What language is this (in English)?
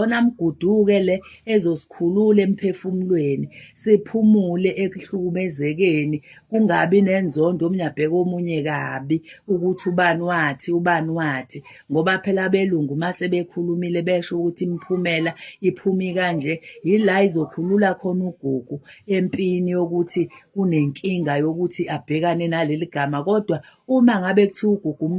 Zulu